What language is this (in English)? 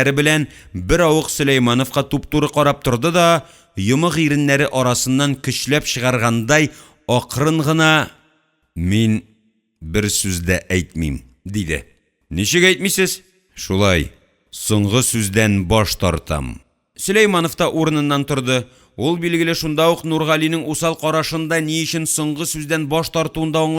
Tatar